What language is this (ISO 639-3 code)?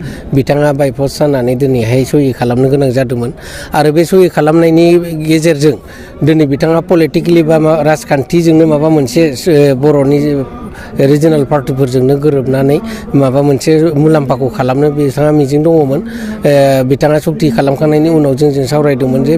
brx